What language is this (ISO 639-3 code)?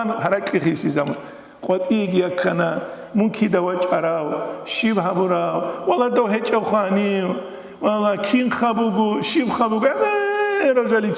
ava